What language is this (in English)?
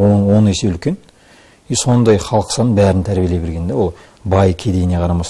Kazakh